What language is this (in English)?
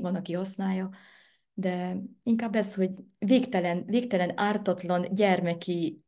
Hungarian